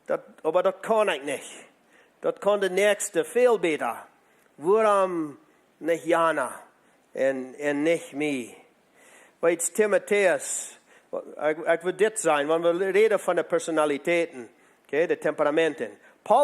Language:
Plautdietsch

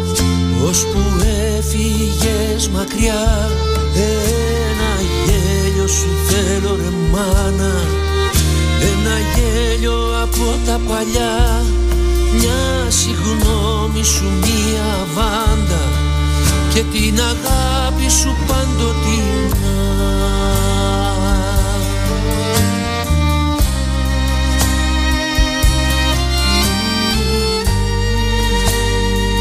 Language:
Greek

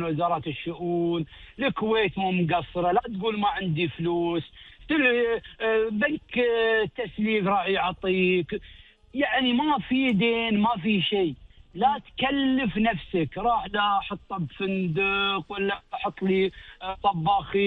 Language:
Gulf Arabic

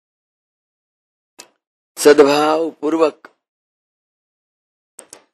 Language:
Gujarati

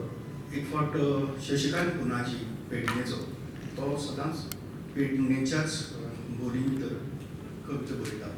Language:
Konkani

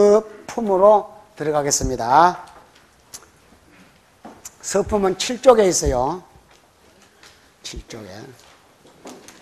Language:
Korean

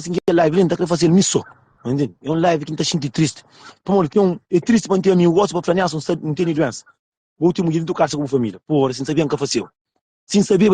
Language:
Kabuverdianu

